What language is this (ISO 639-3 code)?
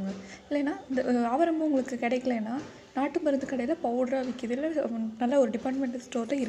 tam